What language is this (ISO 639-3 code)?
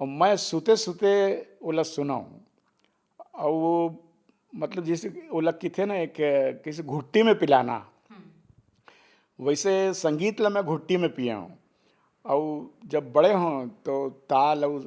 hne